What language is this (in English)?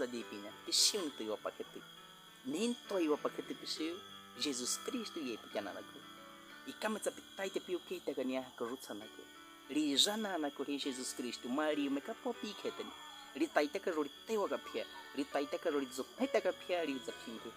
Baniwa